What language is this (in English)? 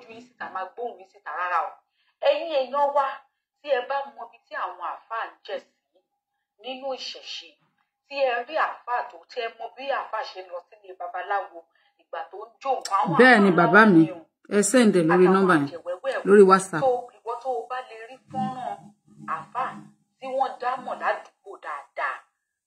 Yoruba